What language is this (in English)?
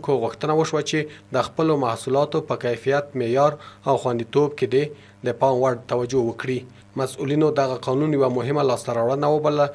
Pashto